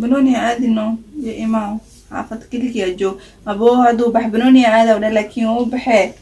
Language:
Somali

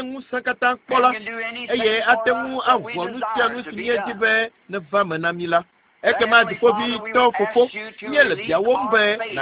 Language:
Ewe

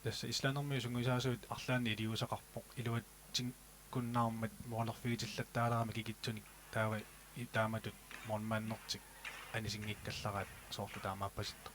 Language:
Kalaallisut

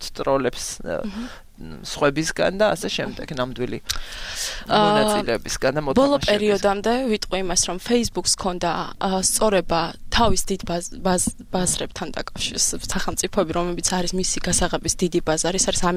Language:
Georgian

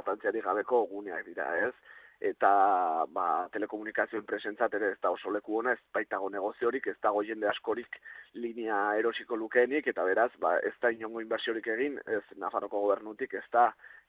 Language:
Basque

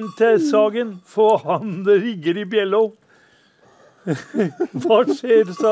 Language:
Norwegian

